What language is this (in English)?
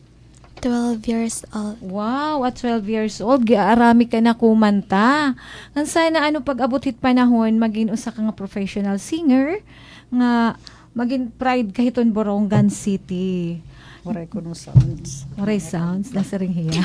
Waray